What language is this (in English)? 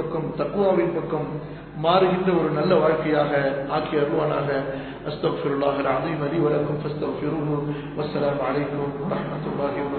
Tamil